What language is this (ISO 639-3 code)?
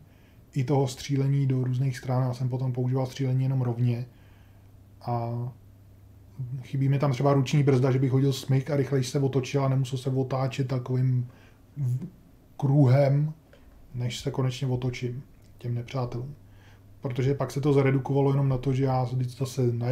ces